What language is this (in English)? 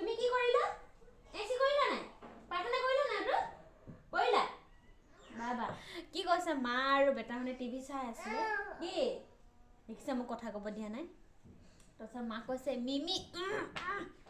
Assamese